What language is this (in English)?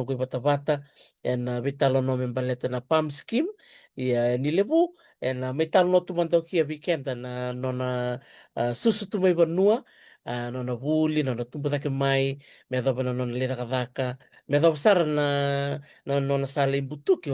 Fijian